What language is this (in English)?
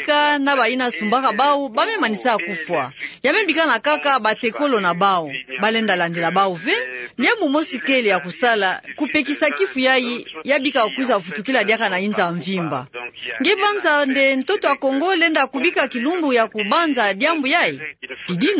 Kituba (Democratic Republic of Congo)